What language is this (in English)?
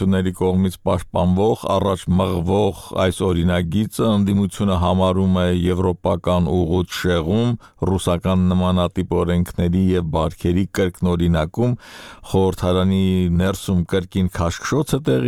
Armenian